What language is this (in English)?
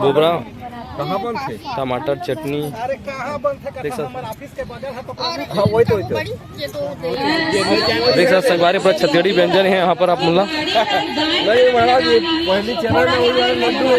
Chhattisgarhi